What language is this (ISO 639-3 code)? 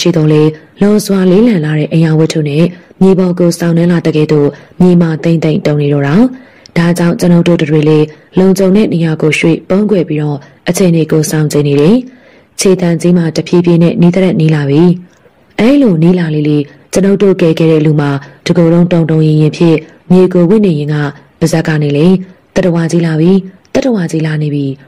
mya